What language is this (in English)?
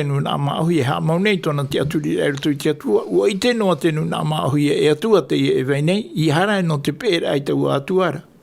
Tahitian